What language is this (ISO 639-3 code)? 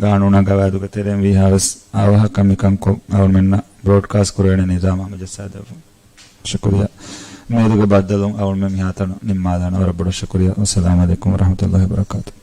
div